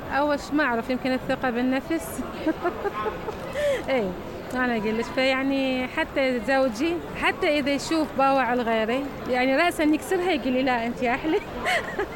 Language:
Mesopotamian Arabic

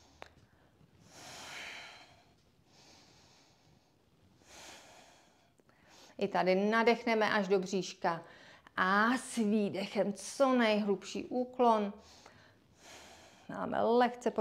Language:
Czech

